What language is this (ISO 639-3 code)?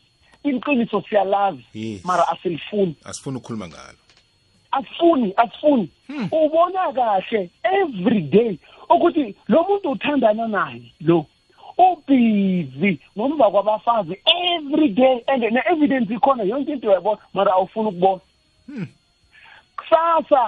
nbl